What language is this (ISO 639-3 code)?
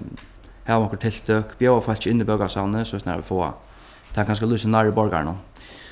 fao